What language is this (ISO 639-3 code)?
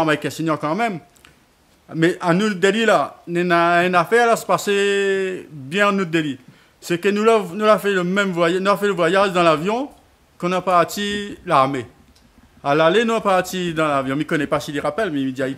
rcf